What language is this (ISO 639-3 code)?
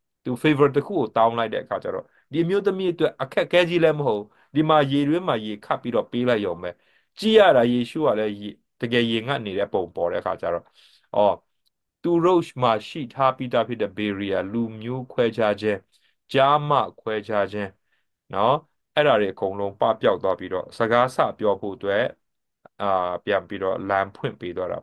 mya